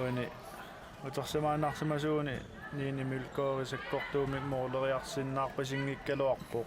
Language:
Kalaallisut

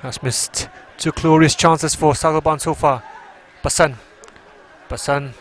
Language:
Tangkhul Naga (India)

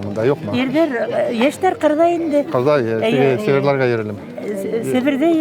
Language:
Bashkir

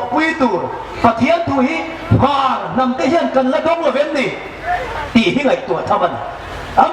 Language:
Hmar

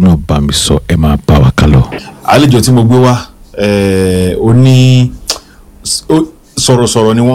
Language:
Yoruba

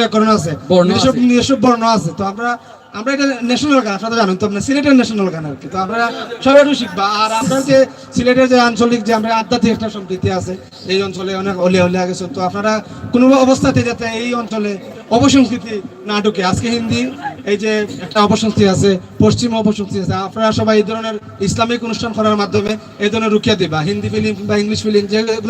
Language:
Sylheti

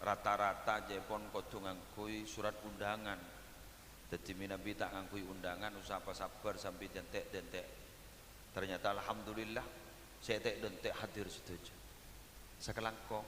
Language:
Madurese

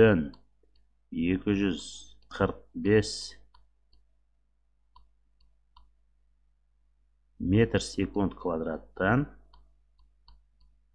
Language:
Kazakh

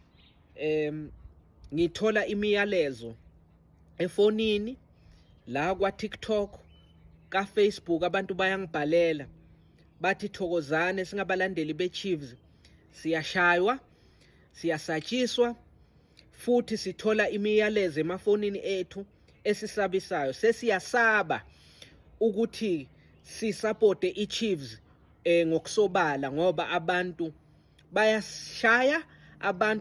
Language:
Zulu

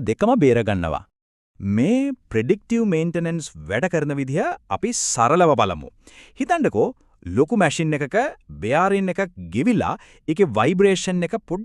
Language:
Sinhala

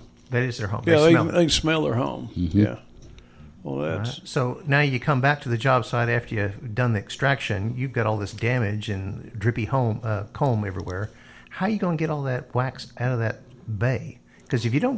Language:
English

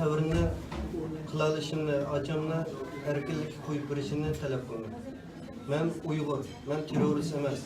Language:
Uyghur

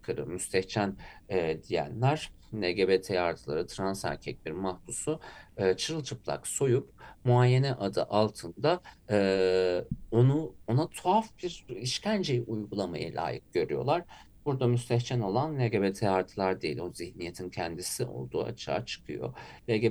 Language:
Turkish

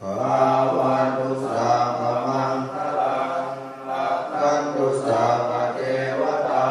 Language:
Pali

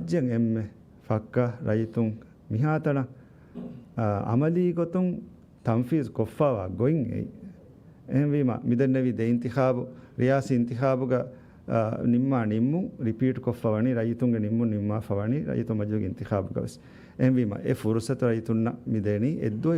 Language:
Divehi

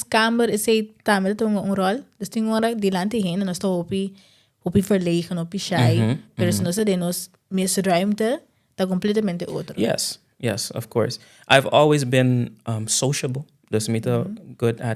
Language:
Papiamento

